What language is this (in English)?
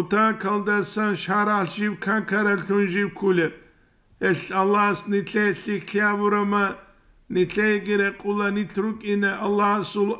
Avaric